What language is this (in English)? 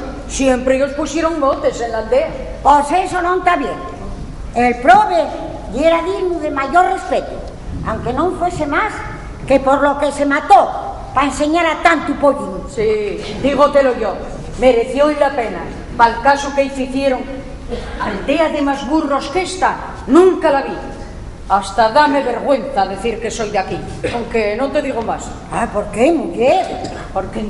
Asturian